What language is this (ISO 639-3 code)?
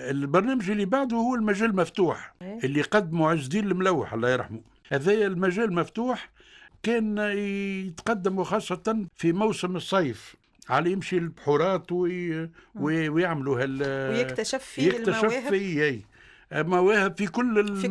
aeb